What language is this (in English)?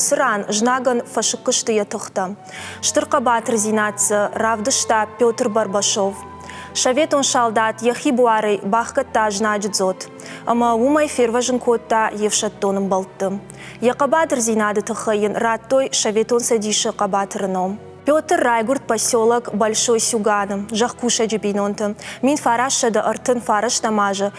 Ossetic